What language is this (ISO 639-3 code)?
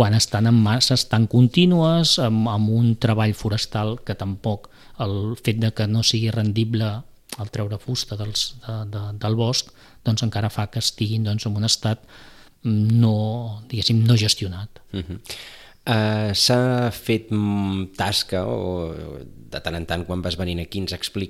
cat